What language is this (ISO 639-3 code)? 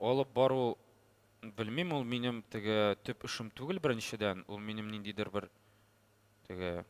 tat